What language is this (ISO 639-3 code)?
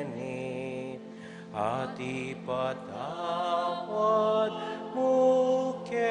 pam